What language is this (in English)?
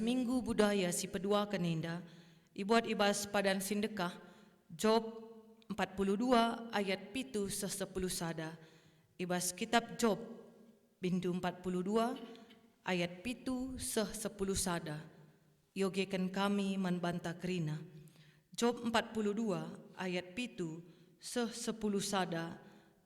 Batak Karo